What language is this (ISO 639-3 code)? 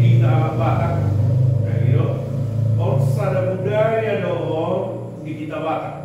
bbc